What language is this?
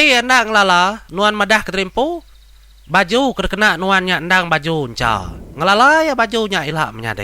Iban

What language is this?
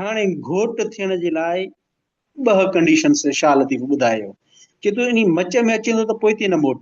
Sindhi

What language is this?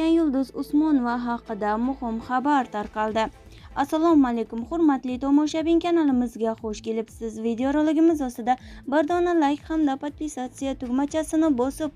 Uzbek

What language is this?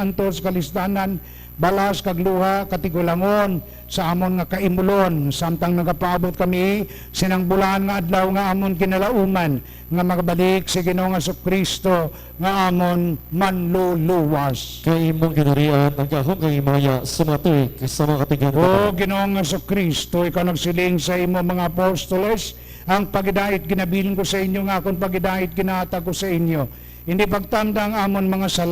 Hiligaynon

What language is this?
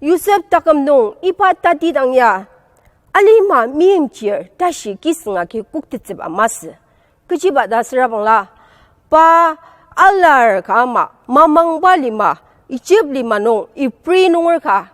Ao Naga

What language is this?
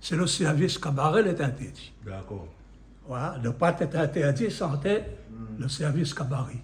Réunion Creole French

